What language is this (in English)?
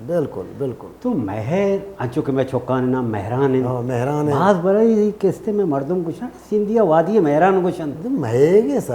Baluchi